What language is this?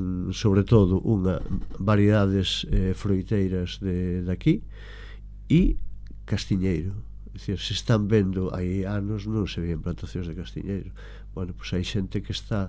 Galician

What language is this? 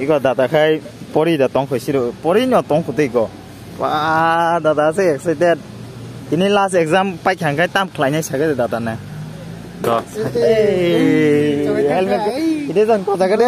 Kok Borok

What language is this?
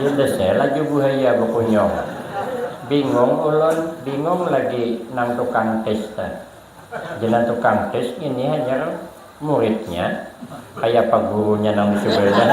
Banjar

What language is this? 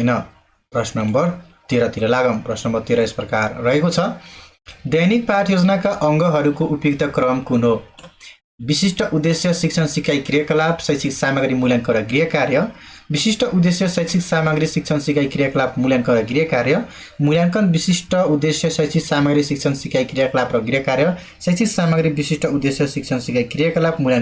Nepali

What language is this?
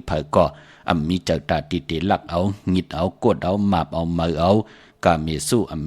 Shan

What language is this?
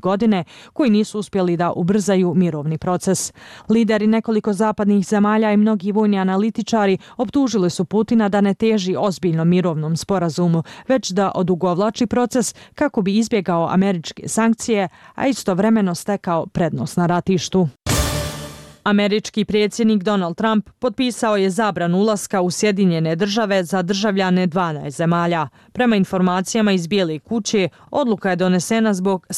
Bosnian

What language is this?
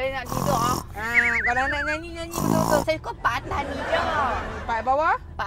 Malay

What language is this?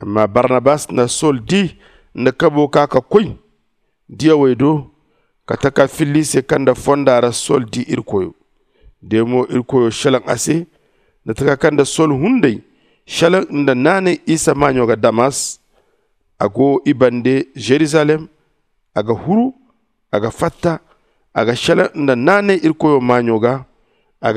Zarma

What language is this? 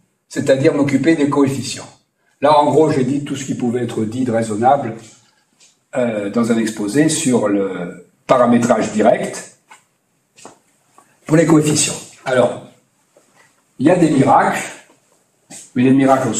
French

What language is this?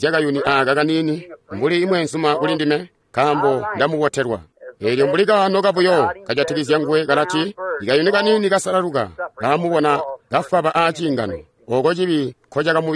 Tonga (Zambia)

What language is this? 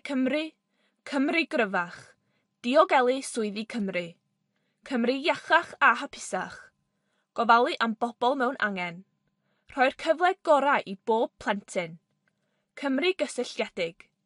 Welsh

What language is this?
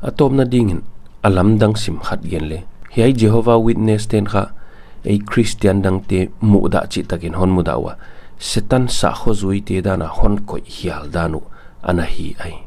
Paite Chin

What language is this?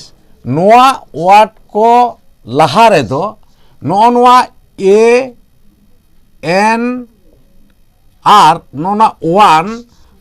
Santali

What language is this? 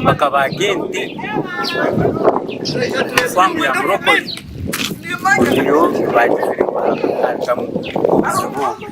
Nyankole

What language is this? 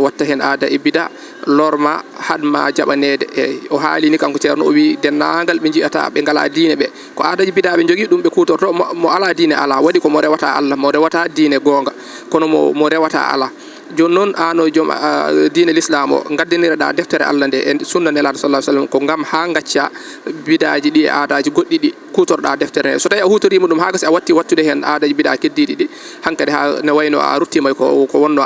Fula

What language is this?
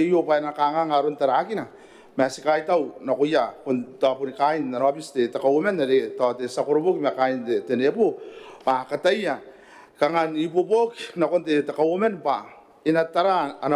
Gilbertese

